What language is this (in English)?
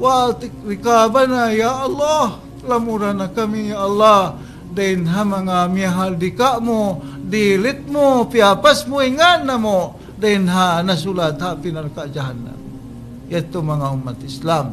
Tausug